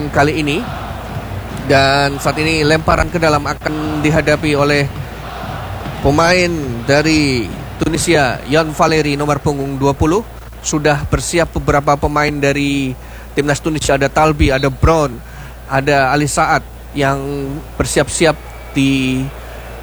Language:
Indonesian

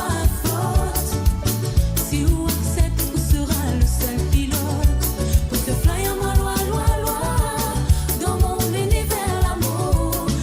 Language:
Morisyen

